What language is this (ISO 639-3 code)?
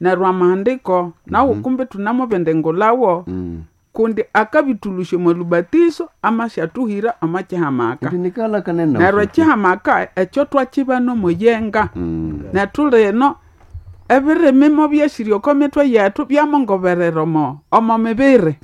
nnb